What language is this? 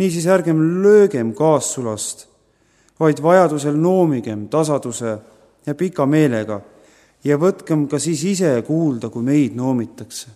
Estonian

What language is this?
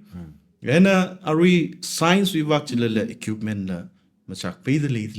Tangkhul Naga (India)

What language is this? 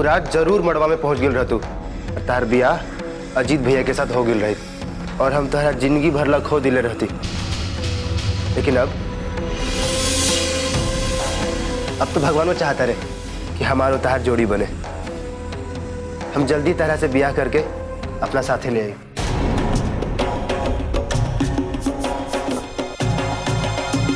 Bhojpuri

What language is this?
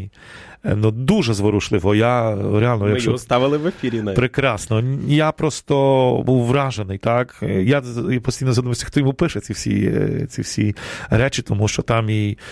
Ukrainian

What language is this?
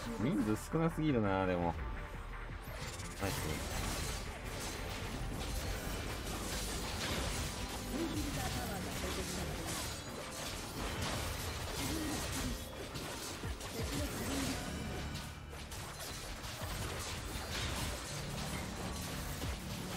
Japanese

